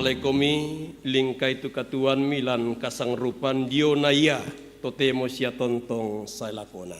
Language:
Toraja-Sa'dan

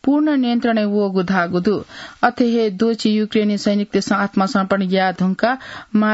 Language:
Newari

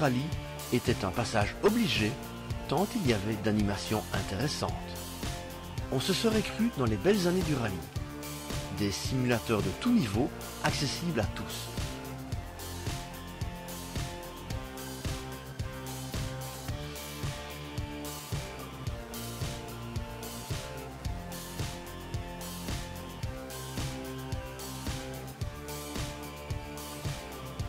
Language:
French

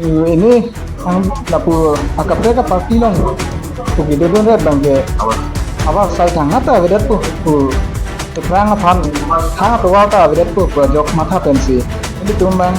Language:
Karbi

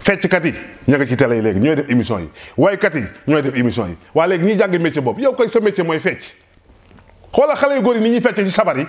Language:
Wolof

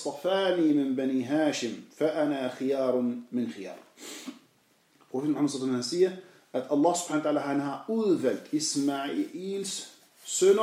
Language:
Danish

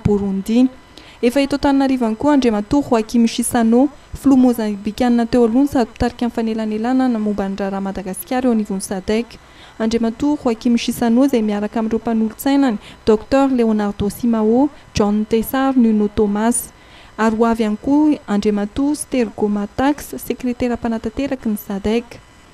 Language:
Malagasy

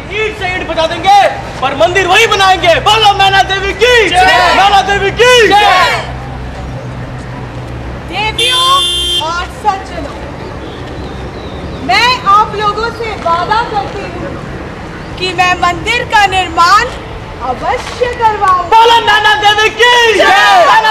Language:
Hindi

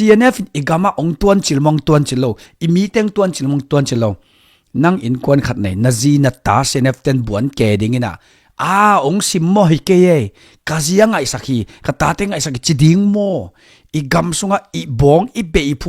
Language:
Tedim Chin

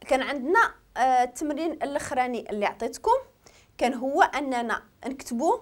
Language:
Moroccan Arabic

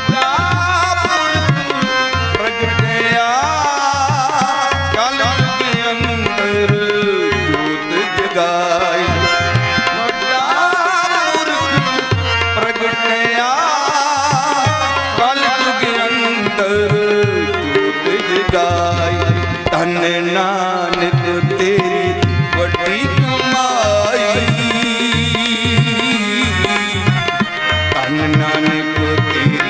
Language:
Punjabi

